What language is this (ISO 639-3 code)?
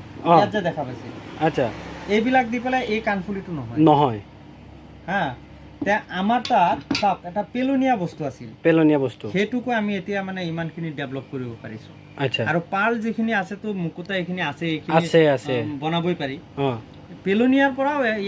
asm